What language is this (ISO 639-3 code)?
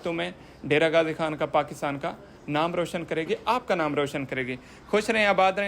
skr